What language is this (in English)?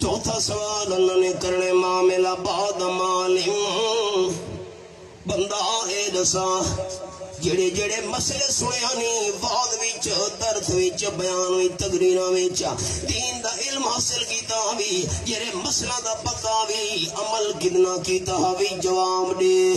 Saraiki